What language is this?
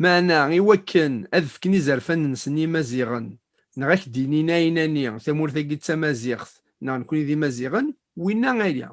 Kabyle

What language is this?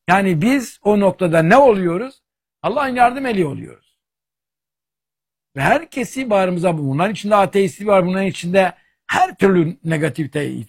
Turkish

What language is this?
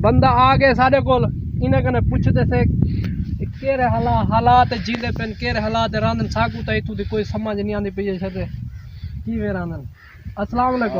Saraiki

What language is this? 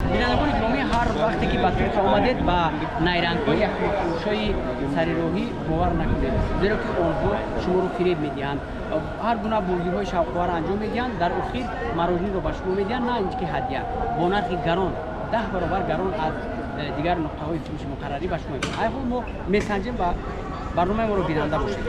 Tajik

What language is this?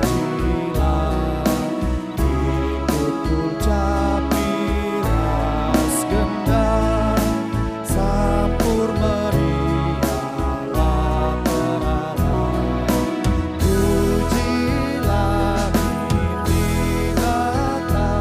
Batak Karo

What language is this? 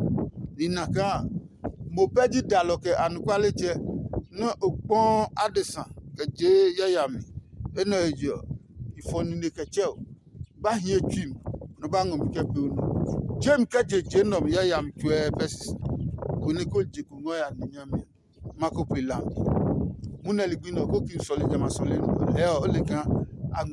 Adangme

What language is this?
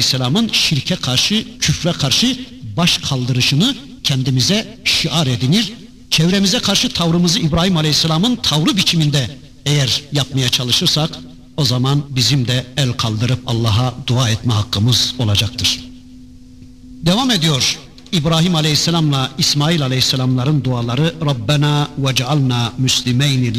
Turkish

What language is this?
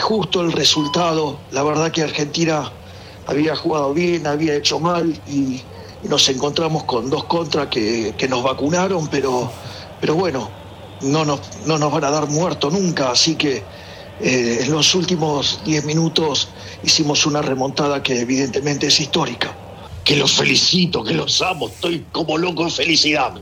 Spanish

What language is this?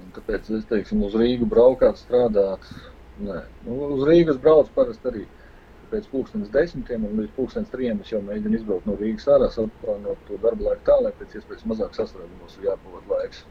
Latvian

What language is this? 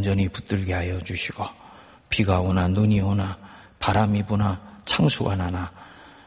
Korean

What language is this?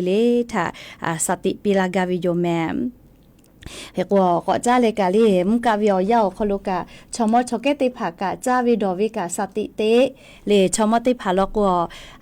Lahu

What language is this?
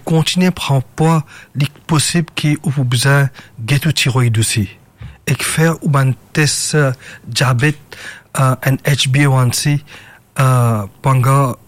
Morisyen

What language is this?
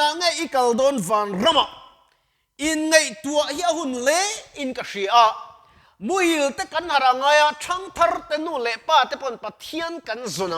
Mizo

